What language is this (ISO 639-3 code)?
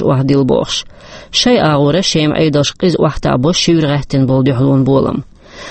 che